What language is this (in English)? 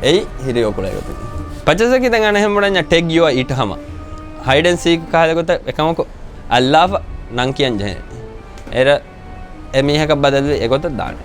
Divehi